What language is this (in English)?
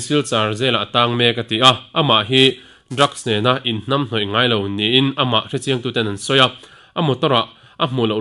Mizo